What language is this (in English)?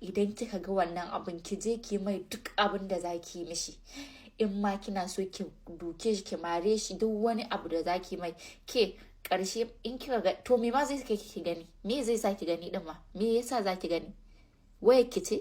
Hausa